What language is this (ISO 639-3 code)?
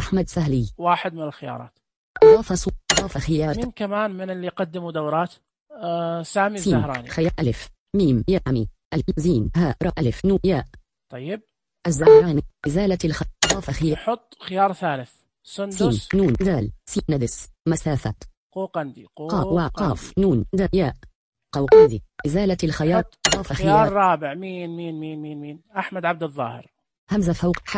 ars